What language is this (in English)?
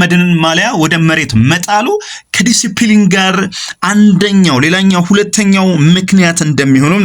Amharic